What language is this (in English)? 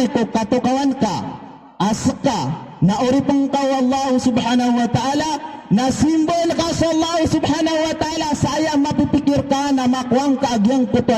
Maranao